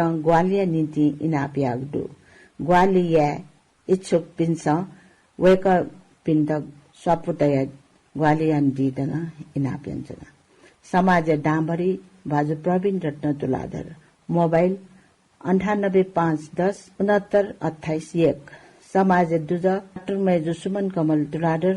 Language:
Newari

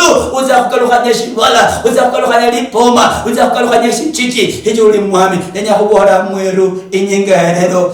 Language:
Luyia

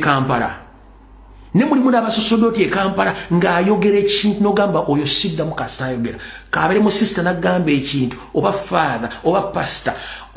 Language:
Ganda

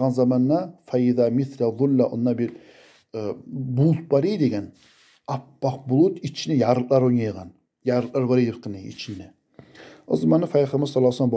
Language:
Kumyk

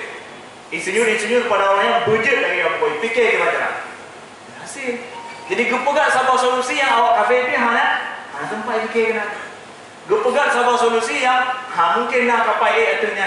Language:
Achinese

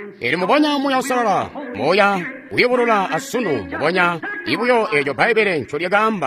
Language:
Tonga (Zambia)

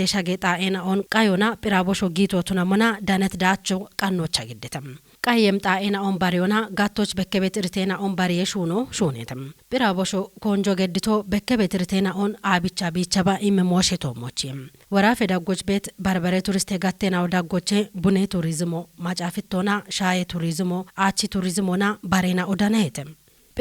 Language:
Kafa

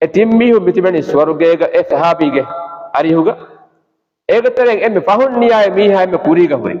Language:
Divehi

